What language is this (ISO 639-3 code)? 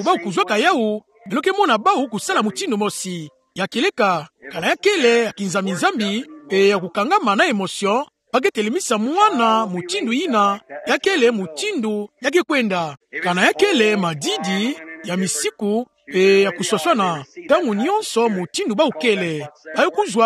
ktu